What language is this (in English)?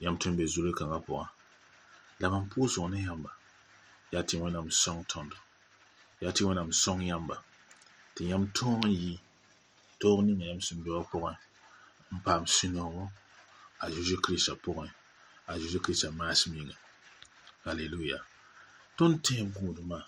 Mossi